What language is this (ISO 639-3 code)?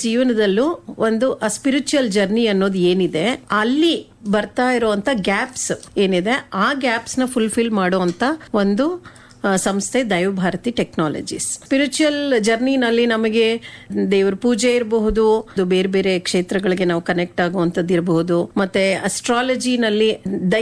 kan